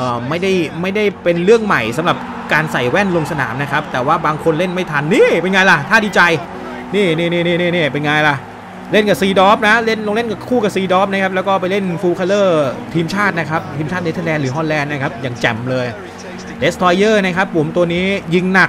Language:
Thai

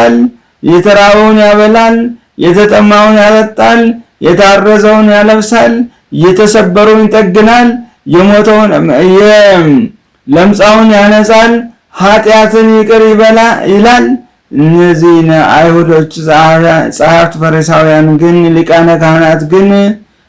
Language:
Amharic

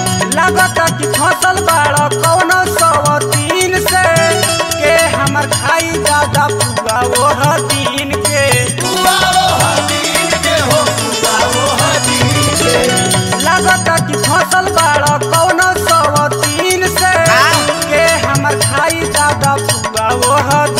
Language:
Bhojpuri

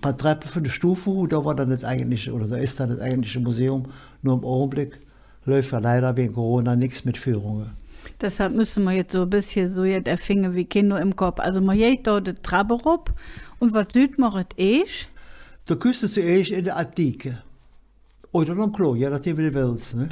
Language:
Colognian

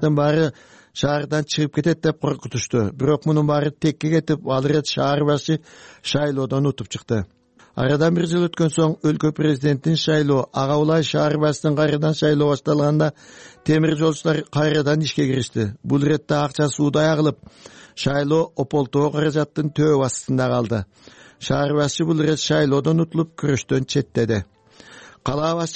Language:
Kyrgyz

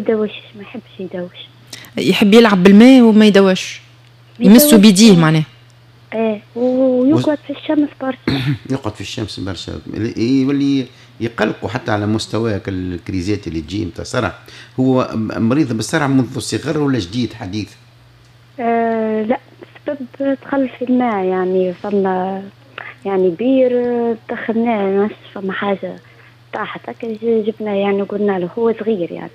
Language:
Tunisian Arabic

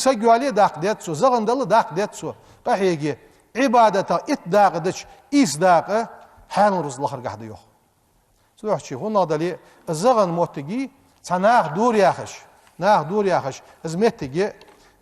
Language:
Ingush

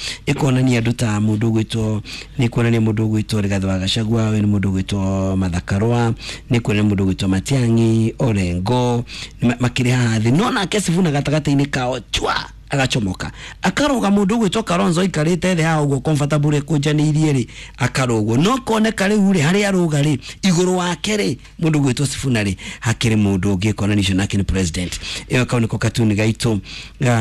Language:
Kikuyu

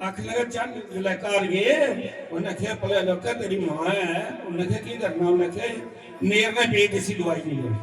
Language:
Dogri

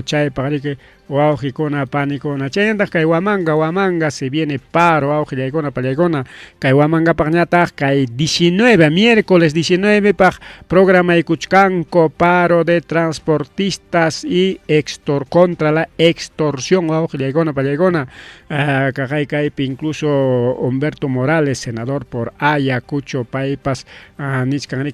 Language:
Ayacucho Quechua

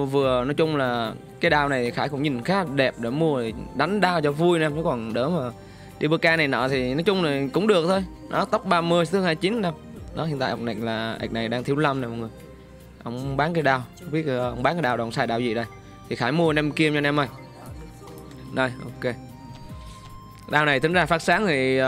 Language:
Vietnamese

